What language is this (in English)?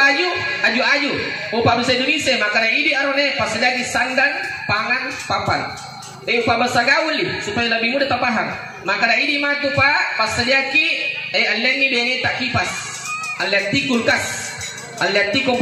Buginese